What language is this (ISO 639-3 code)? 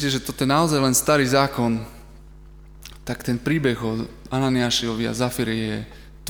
slk